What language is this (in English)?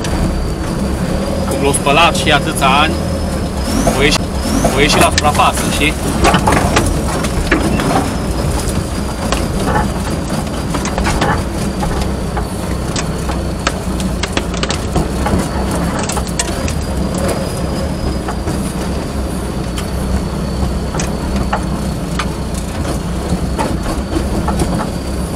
Romanian